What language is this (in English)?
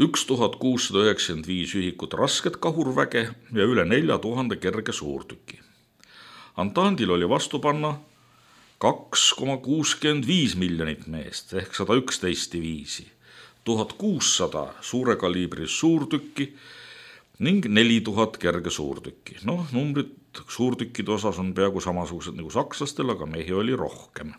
Estonian